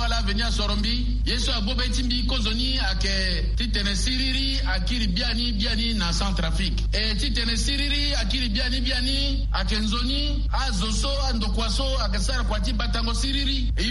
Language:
Sango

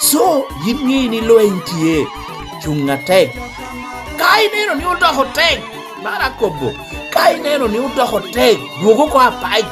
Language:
Lango (Uganda)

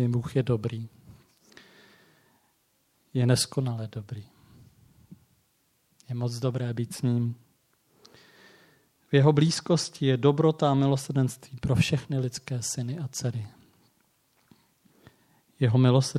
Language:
Czech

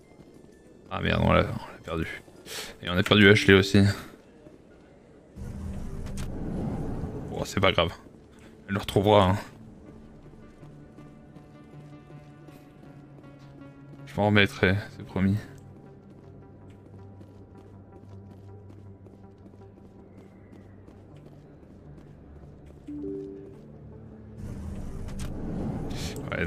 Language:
French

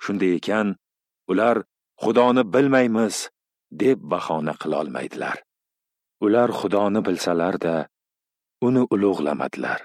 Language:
Uzbek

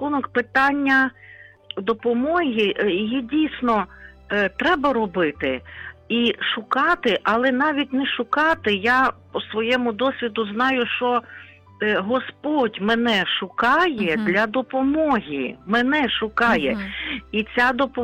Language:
Ukrainian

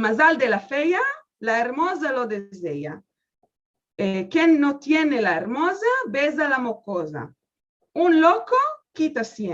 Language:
Ladino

